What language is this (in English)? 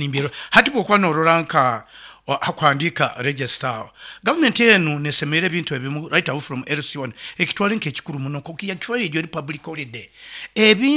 Nyankole